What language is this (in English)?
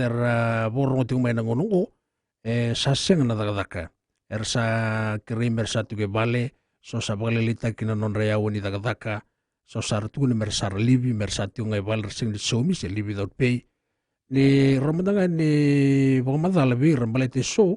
Fijian